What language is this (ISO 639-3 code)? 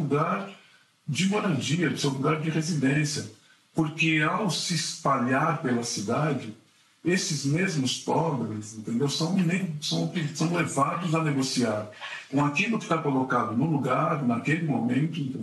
por